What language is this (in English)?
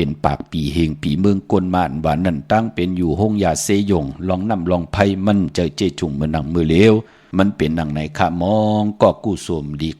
Shan